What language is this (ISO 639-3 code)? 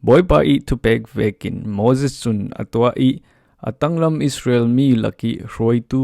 cfm